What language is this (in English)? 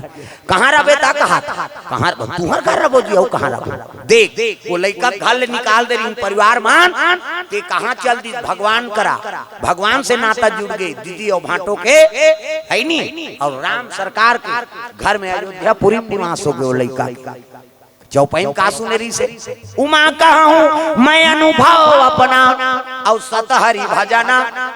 Chhattisgarhi